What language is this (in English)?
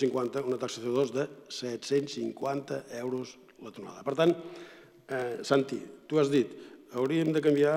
Catalan